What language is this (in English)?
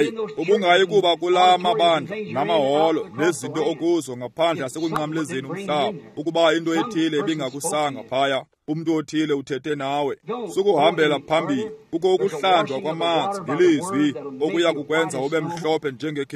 Xhosa